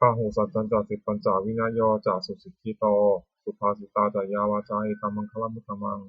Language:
Pali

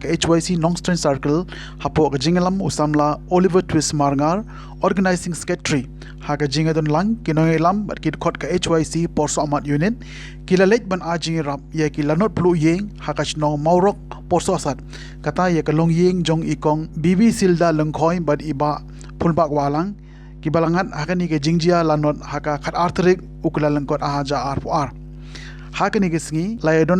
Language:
Khasi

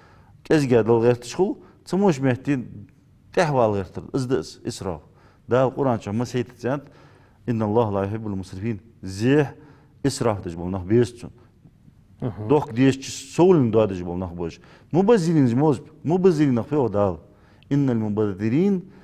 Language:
Ingush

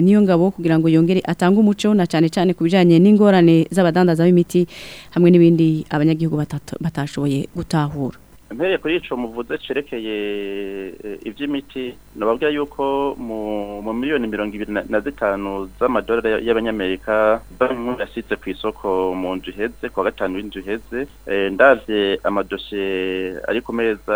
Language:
Rundi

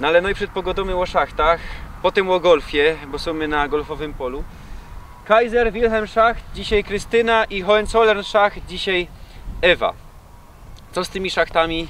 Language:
Silesian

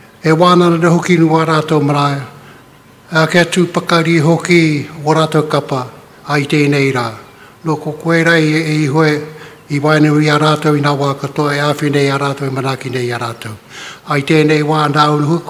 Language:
Māori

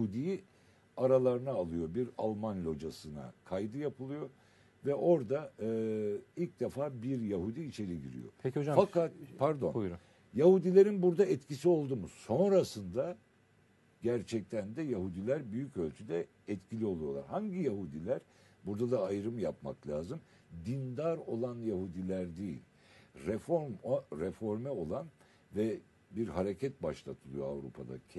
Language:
Turkish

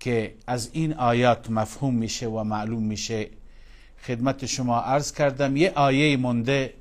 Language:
Persian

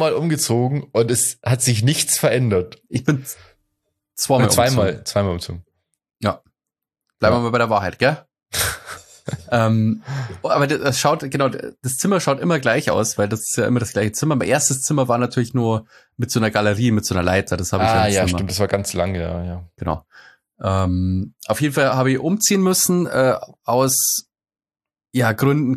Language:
German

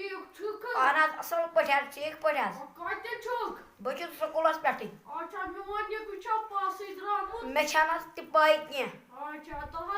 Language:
Kashmiri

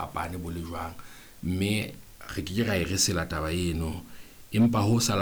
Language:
Southern Sotho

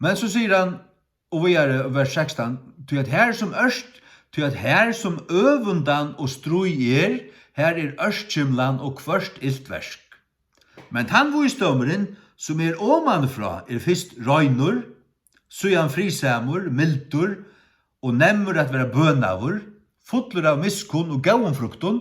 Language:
Faroese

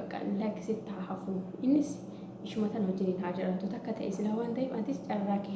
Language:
Oromo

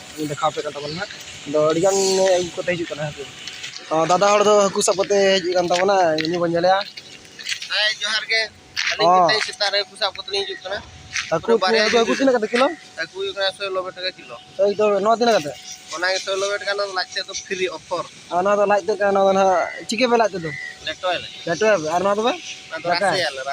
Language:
Santali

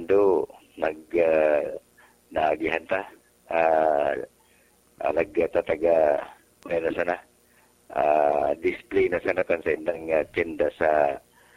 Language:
Bikol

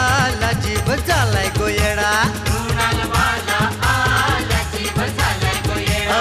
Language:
Marathi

